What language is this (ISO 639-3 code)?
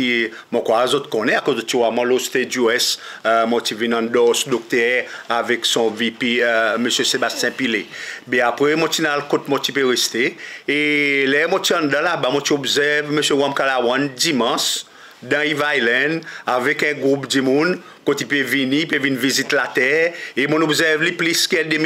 crs